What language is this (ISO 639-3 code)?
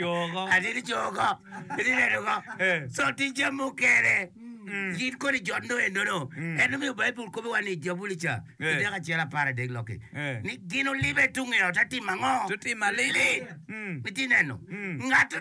ach